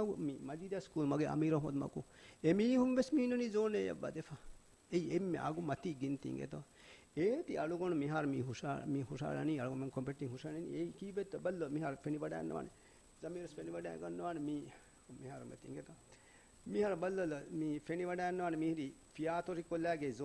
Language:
Divehi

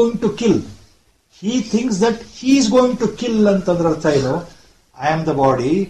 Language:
Kannada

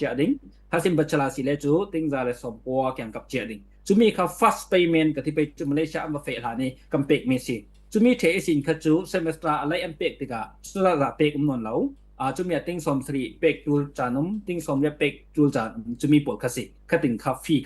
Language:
Falam Chin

